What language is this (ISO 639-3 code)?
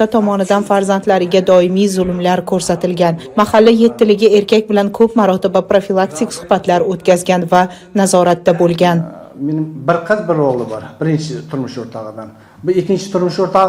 uzb